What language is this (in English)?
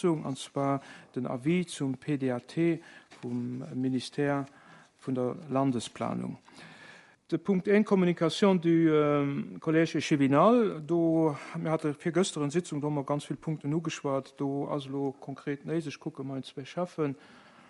Luxembourgish